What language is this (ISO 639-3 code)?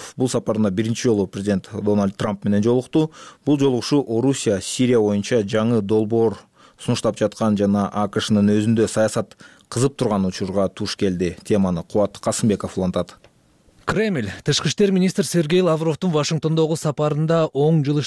kir